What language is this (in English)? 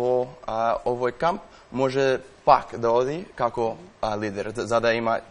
Macedonian